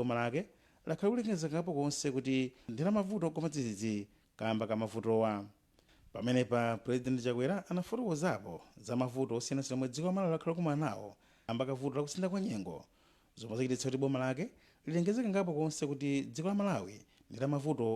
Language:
Nyanja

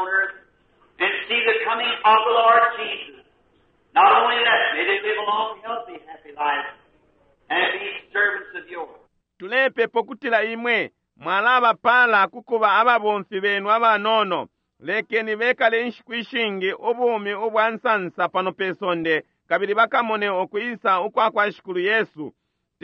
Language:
Bemba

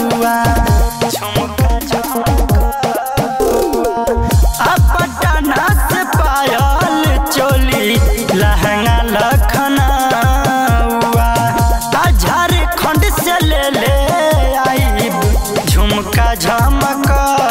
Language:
Bhojpuri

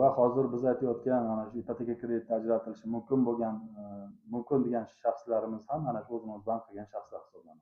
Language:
Uzbek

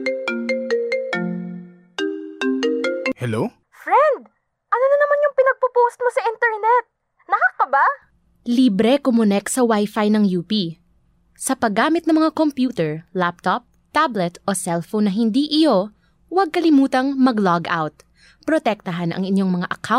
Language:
Filipino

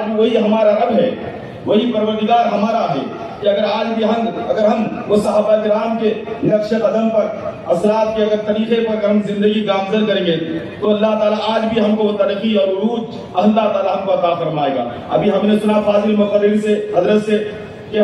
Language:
Urdu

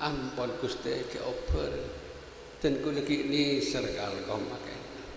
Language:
Madurese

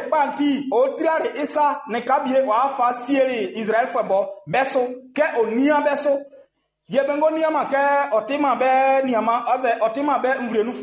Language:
Baoulé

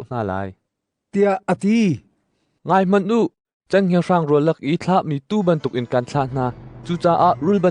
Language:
Hakha Chin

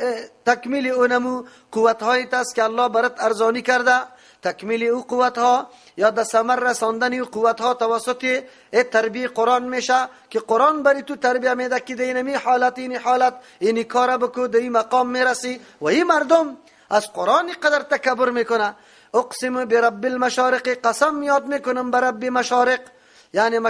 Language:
Persian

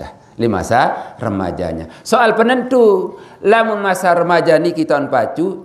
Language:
Sasak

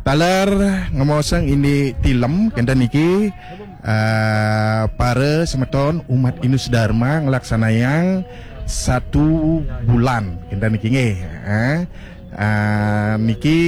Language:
Balinese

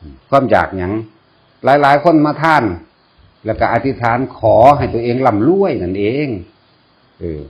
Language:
Northeastern Thai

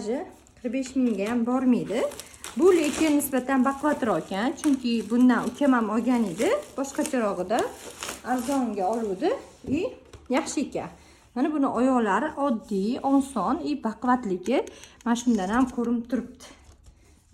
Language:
Uzbek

